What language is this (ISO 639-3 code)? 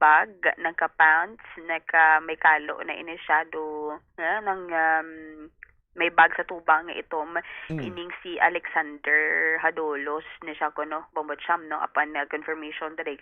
hil